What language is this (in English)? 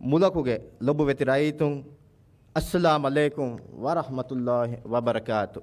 Divehi